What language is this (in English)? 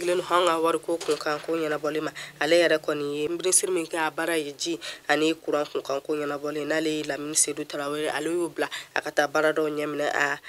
Bambara